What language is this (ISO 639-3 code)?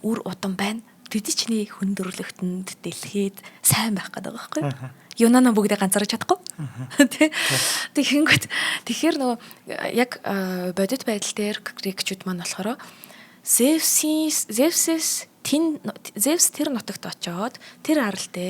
mon